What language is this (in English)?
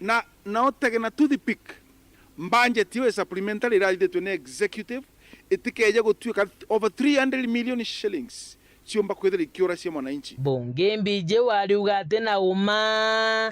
Meru